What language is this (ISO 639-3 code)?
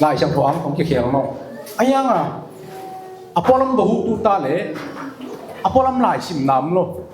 ctd